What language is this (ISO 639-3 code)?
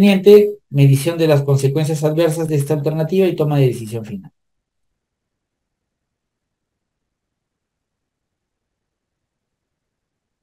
spa